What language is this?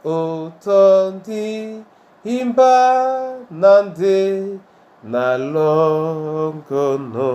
Duala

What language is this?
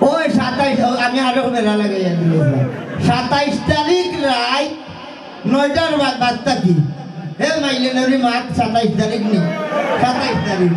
Sylheti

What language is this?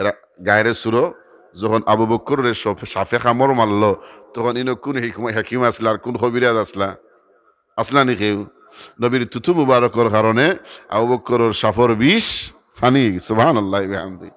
Sylheti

